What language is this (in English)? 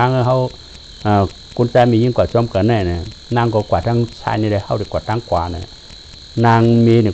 Shan